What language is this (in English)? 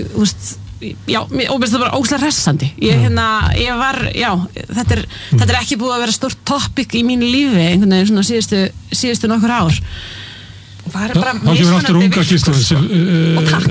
Icelandic